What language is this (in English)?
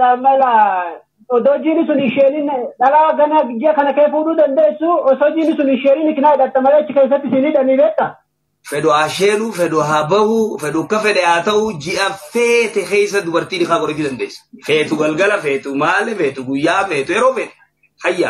Oromo